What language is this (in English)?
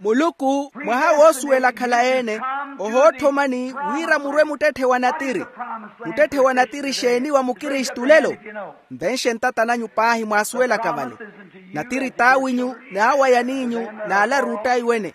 Makhuwa